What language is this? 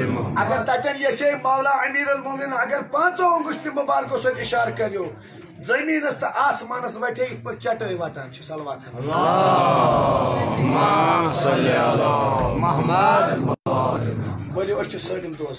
Kashmiri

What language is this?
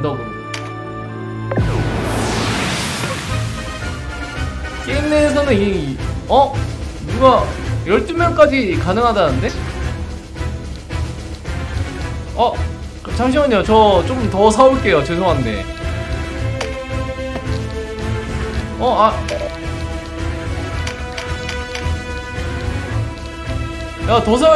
Korean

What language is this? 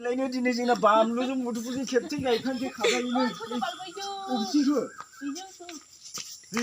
Bodo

